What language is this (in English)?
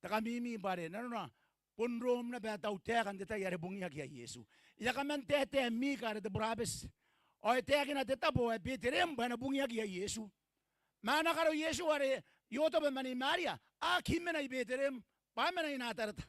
Gilbertese